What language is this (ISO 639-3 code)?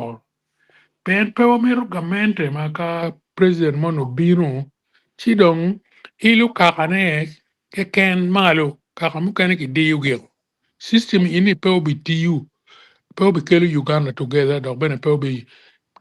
ach